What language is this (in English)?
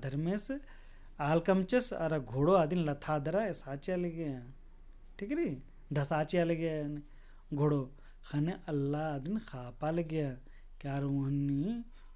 Kurukh